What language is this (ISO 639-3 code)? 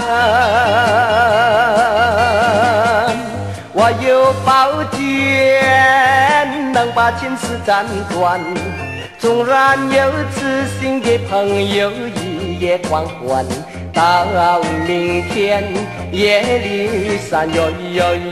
zho